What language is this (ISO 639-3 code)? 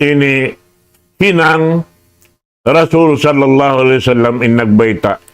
tsg